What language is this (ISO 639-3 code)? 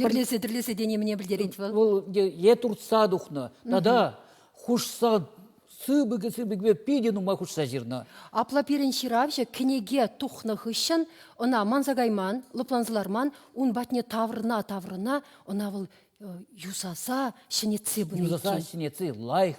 chv